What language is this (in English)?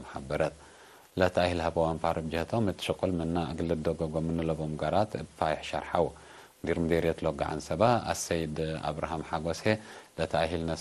Tigre